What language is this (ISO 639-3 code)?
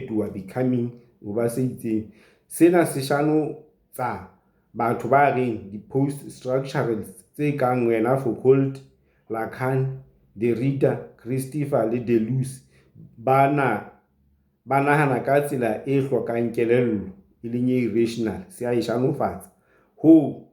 sot